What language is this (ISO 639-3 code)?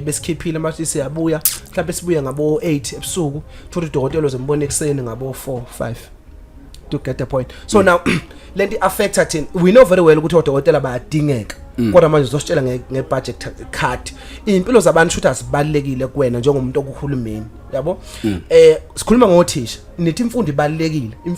zul